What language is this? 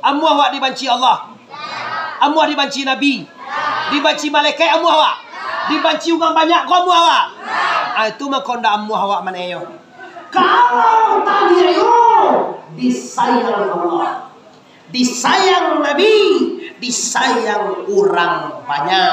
Minangkabau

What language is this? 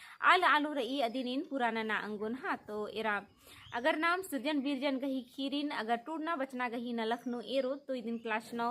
Kurukh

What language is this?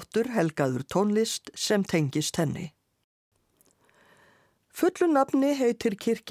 Icelandic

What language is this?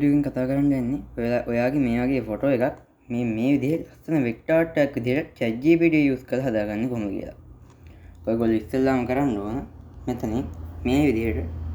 Sinhala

